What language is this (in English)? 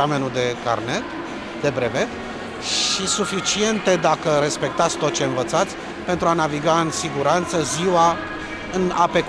Romanian